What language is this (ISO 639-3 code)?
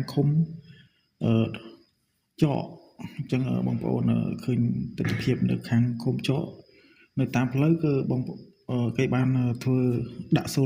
khm